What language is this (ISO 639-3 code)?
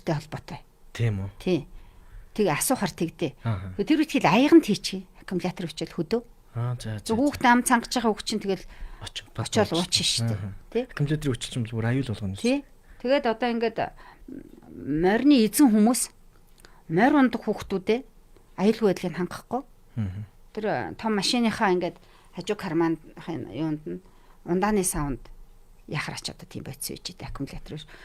mon